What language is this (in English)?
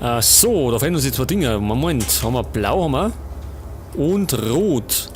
Bavarian